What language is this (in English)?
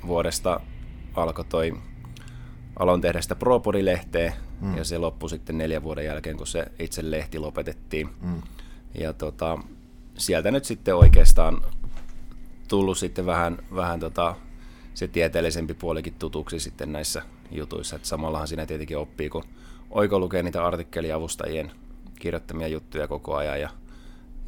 Finnish